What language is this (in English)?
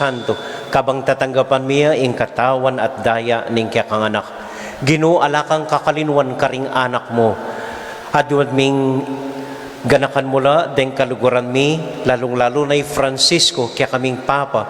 Pampanga